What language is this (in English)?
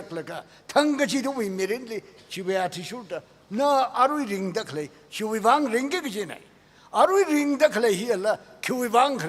Tangkhul Naga (India)